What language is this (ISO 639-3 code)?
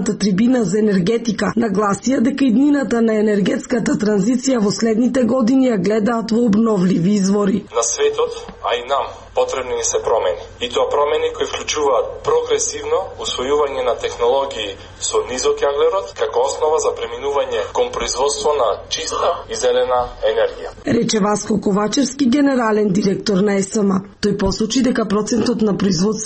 mkd